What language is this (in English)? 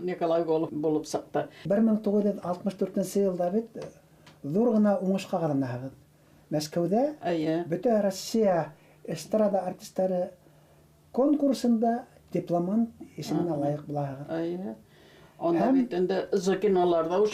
Bashkir